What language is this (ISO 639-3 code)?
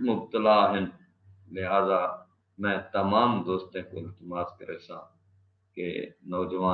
skr